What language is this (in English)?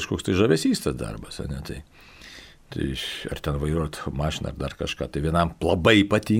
Lithuanian